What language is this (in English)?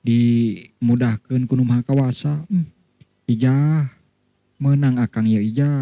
Sundanese